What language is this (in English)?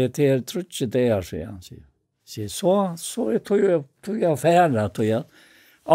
Faroese